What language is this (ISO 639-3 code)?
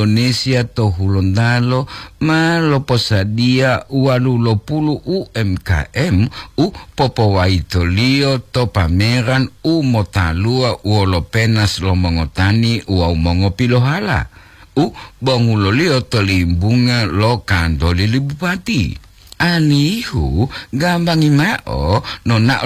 gor